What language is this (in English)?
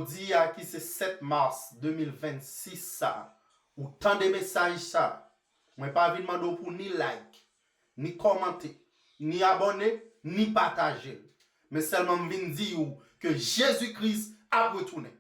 Haitian Creole